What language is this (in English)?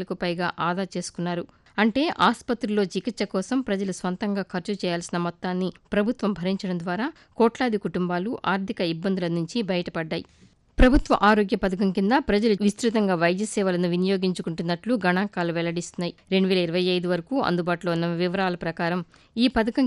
Telugu